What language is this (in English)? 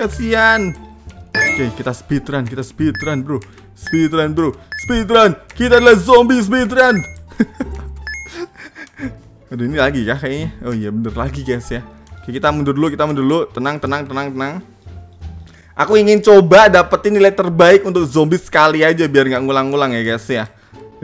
Indonesian